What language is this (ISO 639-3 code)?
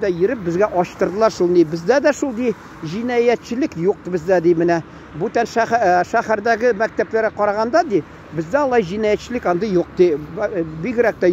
tat